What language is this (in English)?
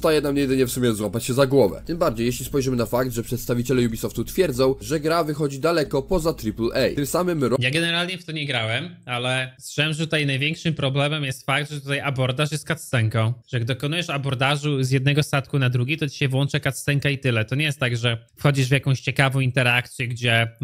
Polish